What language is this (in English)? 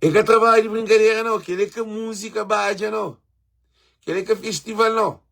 Kabuverdianu